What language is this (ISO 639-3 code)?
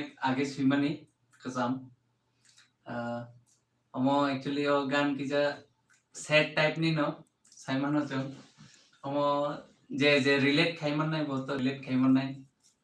trp